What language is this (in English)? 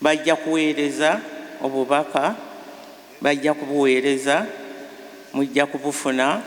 Ganda